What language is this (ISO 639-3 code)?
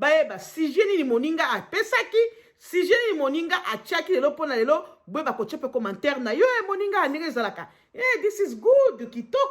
lin